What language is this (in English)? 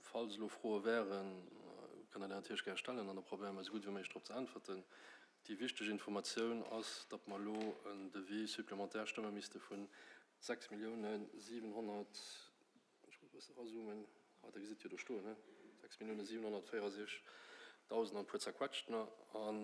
Luxembourgish